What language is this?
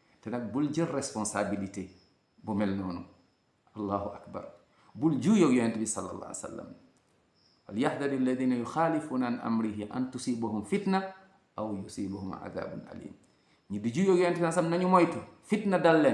Wolof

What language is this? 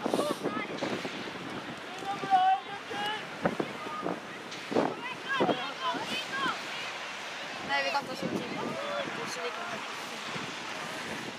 Norwegian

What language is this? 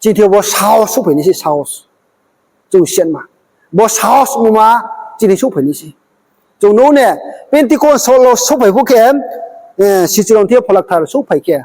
Riang (India)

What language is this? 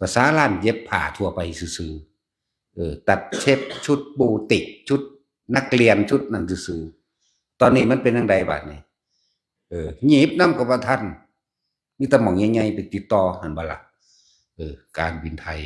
Northeastern Thai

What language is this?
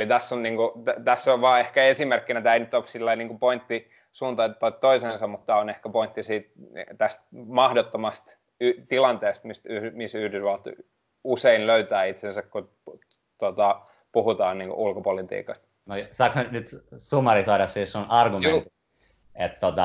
Finnish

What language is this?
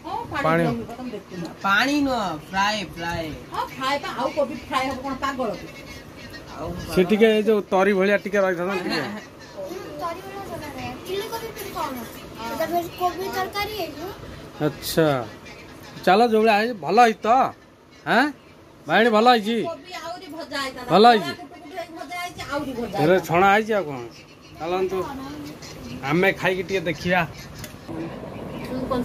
Odia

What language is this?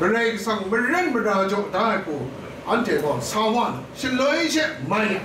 Kachin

